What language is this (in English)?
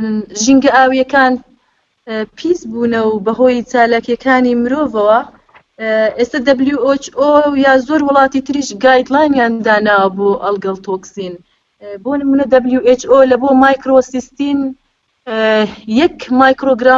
Central Kurdish